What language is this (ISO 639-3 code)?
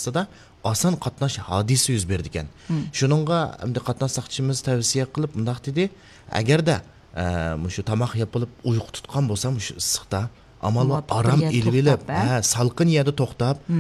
uig